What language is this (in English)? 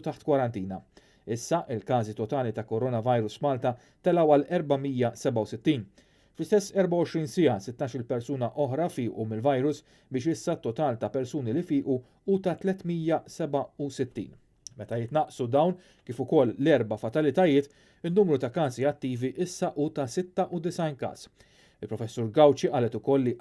Maltese